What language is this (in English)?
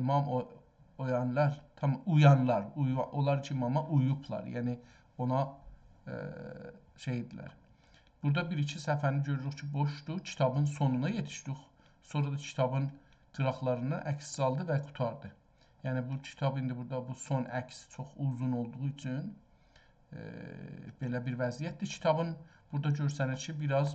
South Azerbaijani